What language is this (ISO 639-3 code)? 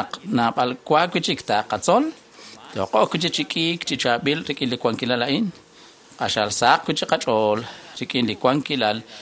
kek